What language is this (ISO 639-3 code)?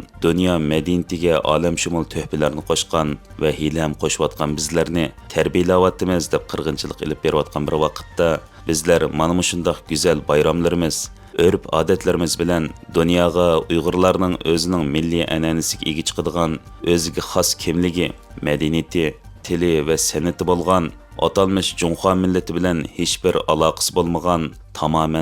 uig